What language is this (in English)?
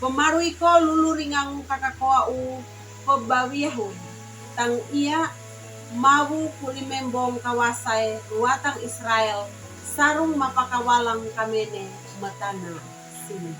Sangir